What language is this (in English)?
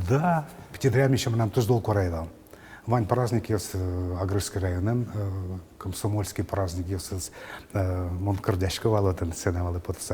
Udmurt